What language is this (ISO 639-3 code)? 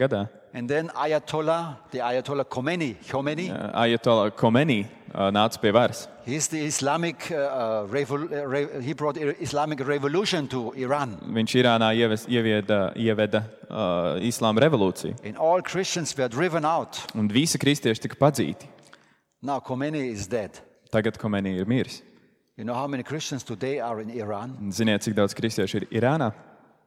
lav